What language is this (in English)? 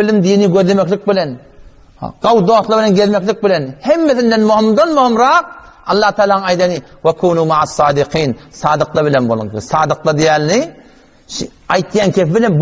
Turkmen